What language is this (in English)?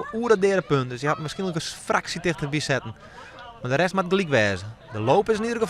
Western Frisian